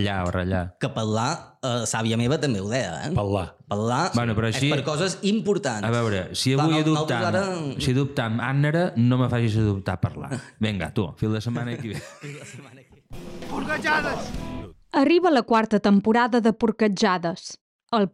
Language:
Catalan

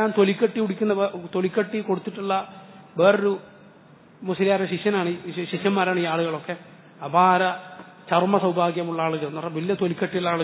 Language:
Malayalam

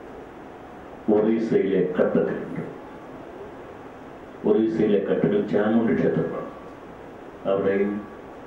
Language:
Malayalam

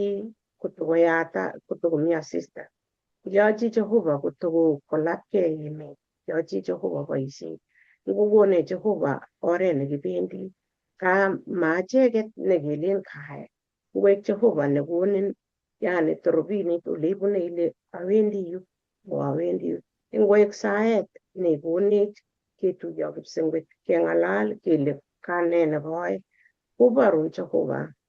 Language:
Kalenjin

